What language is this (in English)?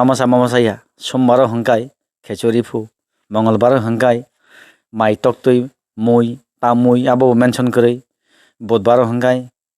Kok Borok